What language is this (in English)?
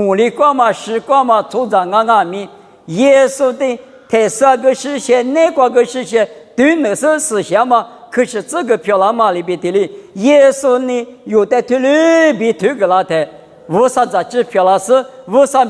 Lisu